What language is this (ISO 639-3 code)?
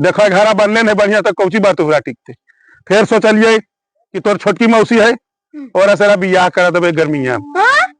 mag